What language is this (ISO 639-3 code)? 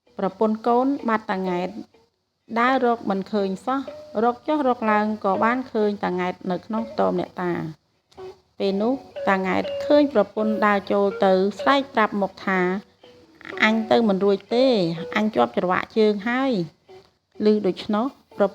khm